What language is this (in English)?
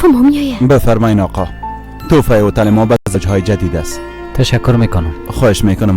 Persian